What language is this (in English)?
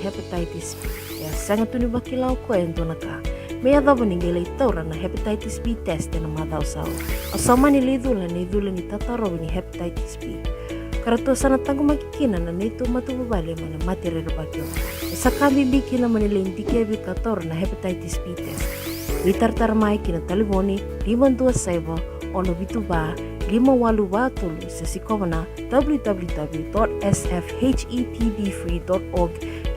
Fijian